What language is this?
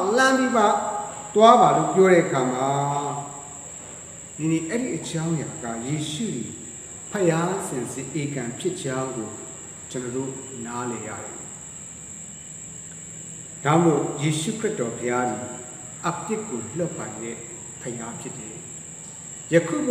Burmese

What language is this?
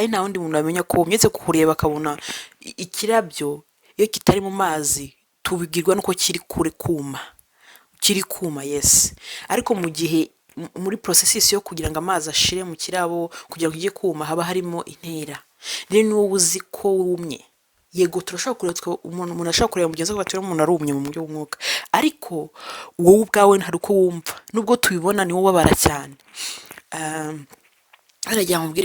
Kinyarwanda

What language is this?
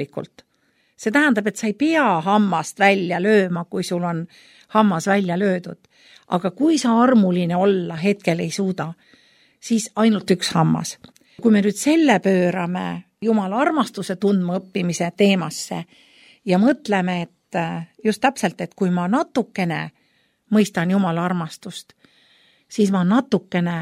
Estonian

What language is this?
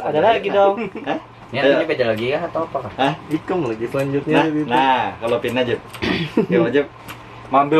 Banjar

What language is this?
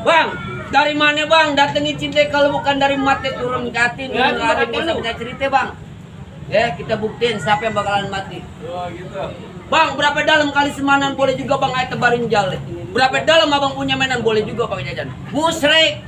Betawi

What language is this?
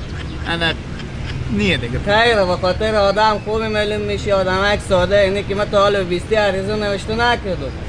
Persian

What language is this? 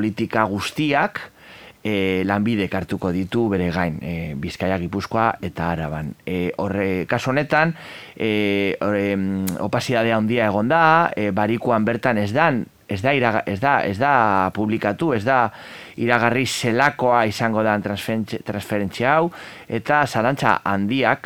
Basque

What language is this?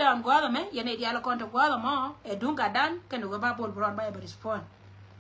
Nuer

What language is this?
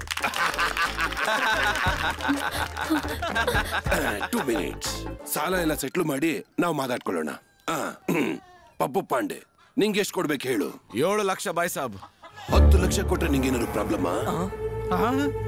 Kannada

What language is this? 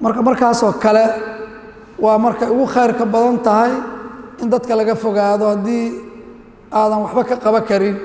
Somali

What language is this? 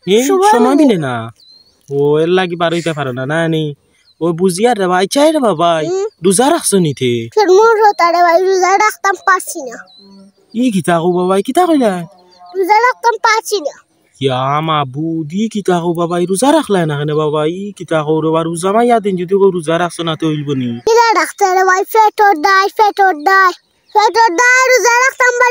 Sylheti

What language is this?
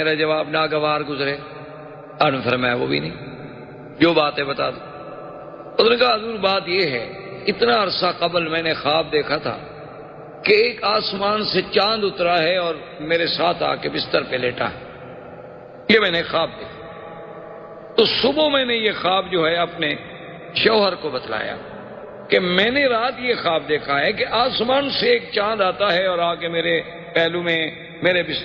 Urdu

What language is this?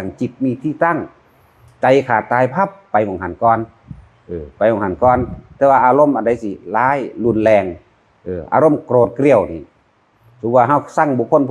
Northeastern Thai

